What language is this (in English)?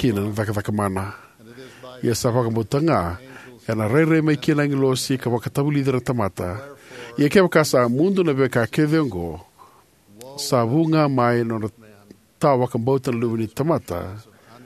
Fijian